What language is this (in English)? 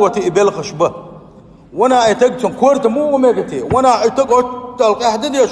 Chechen